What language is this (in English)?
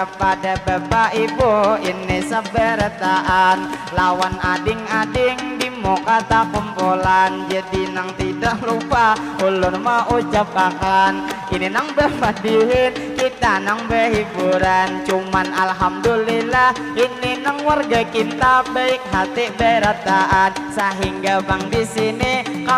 Banjar